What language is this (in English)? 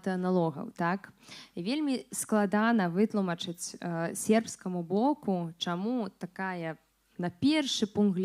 Belarusian